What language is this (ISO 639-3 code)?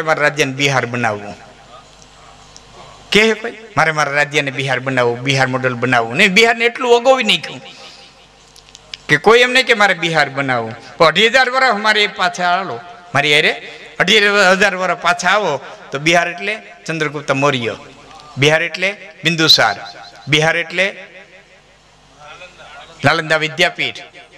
guj